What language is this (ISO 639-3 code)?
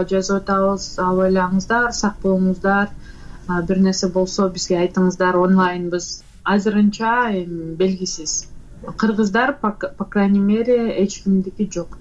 kir